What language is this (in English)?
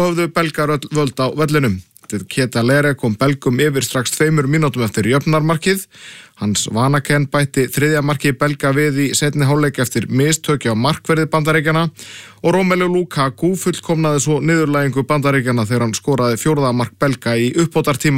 Icelandic